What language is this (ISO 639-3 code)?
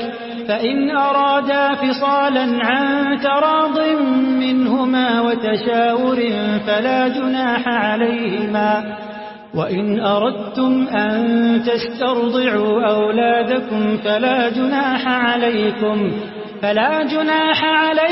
ara